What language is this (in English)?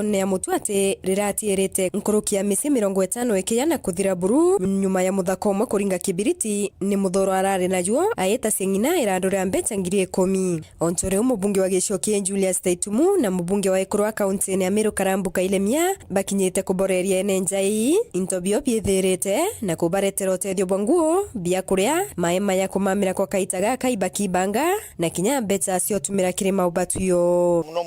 Meru